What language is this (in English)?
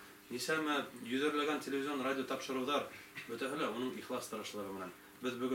Bashkir